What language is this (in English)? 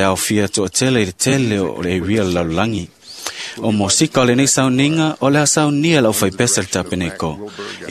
Samoan